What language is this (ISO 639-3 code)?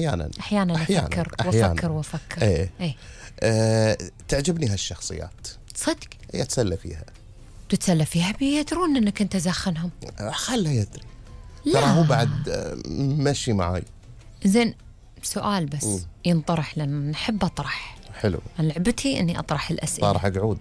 afb